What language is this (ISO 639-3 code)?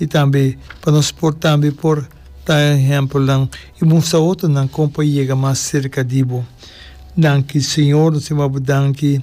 pap